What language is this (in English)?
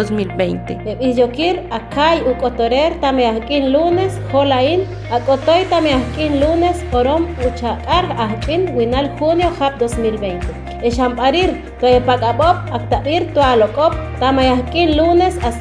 Chortí